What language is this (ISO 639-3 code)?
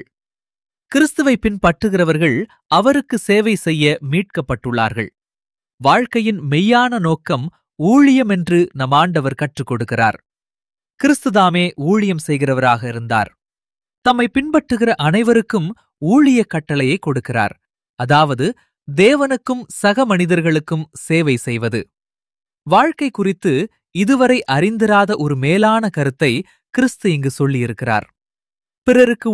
tam